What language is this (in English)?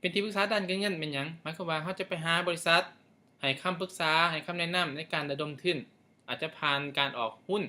Lao